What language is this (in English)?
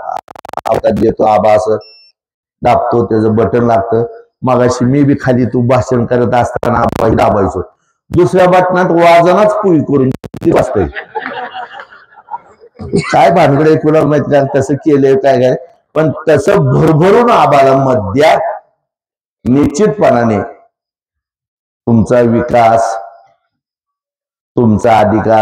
Marathi